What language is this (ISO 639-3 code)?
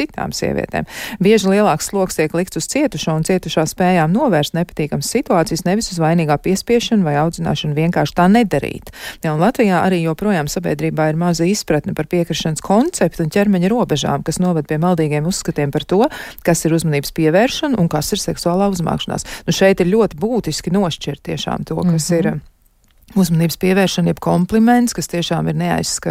lav